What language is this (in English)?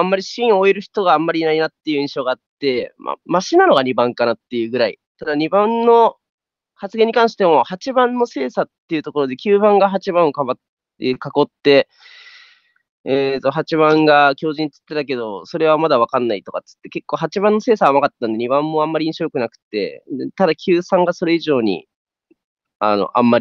Japanese